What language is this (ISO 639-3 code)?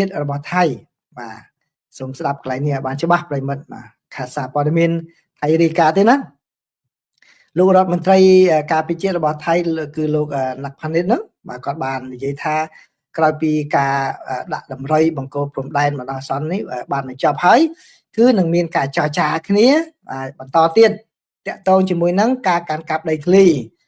khm